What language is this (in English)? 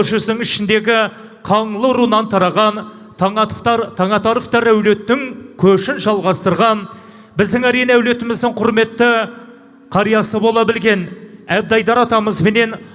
Kazakh